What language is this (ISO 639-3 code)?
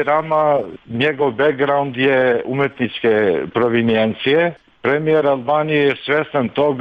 srp